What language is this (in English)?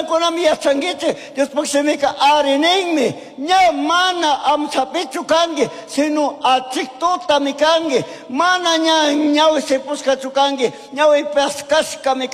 Chimborazo Highland Quichua